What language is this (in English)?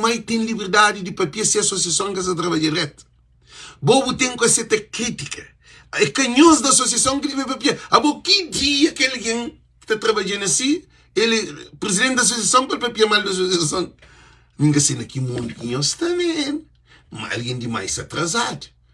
Kabuverdianu